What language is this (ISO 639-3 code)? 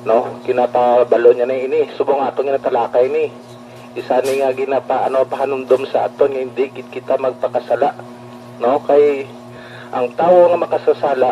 hil